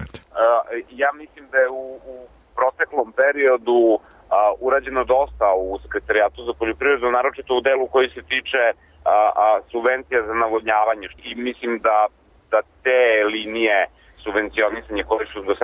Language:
Serbian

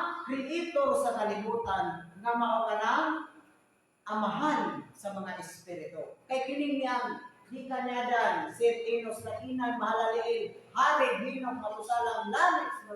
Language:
Cebuano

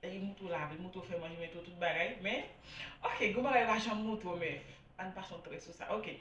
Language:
Haitian Creole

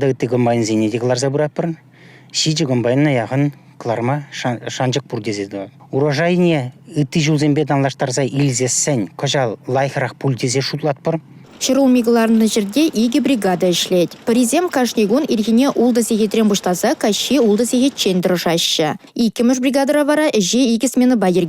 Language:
Chuvash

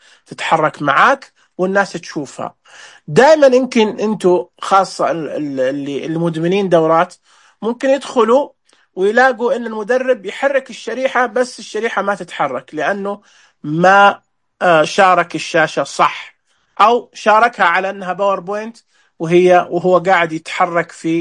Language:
Najdi Arabic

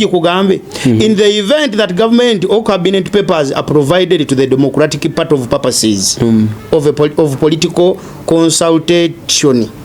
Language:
Ganda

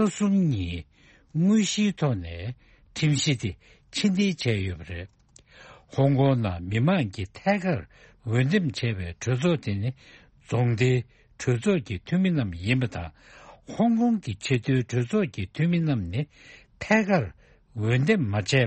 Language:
Tibetan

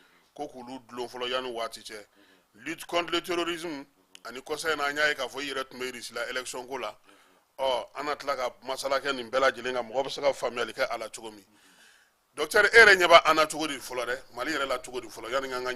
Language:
Bambara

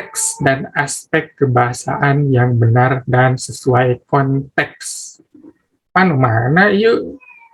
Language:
Sundanese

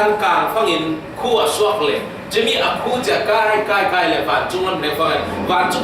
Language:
Falam Chin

